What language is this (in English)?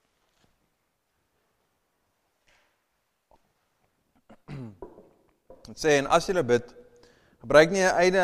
Afrikaans